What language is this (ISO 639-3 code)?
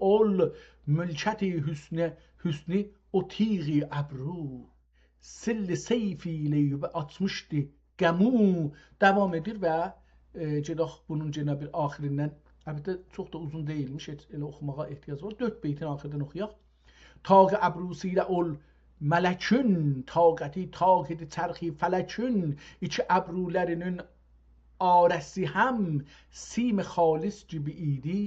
azb